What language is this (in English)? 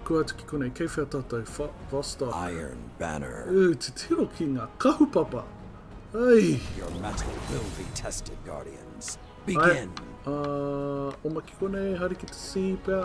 Māori